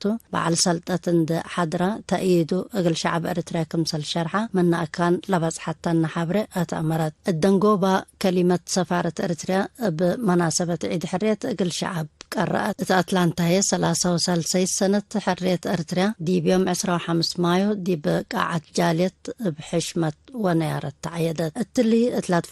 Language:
Tigre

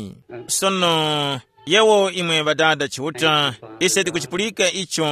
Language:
Tumbuka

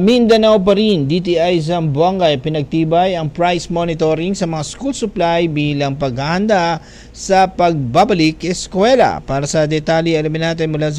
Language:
Filipino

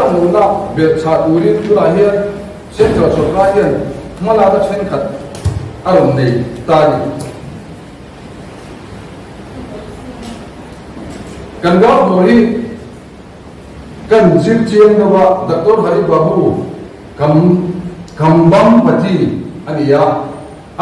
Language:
Mizo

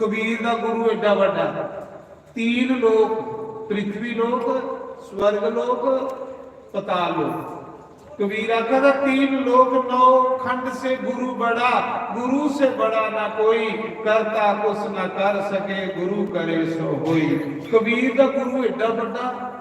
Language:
Dogri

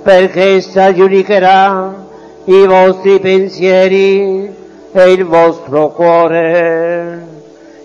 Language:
Italian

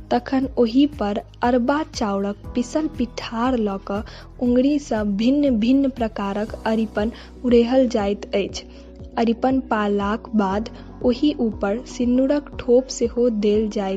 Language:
Maithili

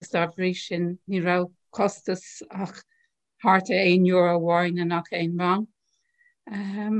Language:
Irish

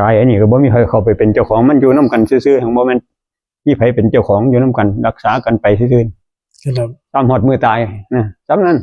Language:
Northeastern Thai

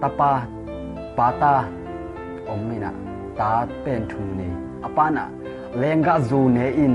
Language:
Tedim Chin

